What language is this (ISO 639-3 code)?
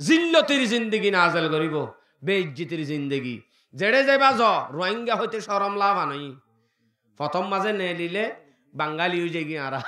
rhg